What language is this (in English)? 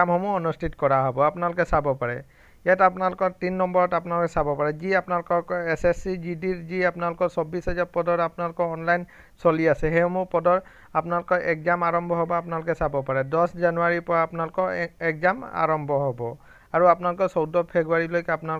Assamese